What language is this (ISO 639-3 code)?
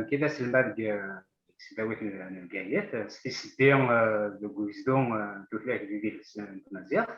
kab